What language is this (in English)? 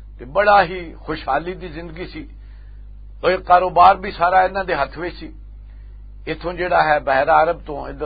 Western Panjabi